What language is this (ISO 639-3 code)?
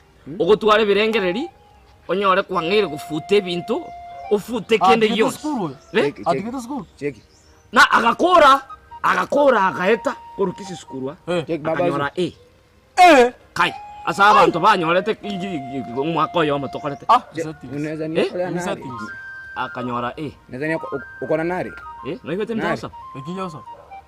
guz